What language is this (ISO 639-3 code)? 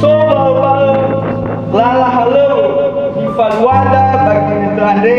nia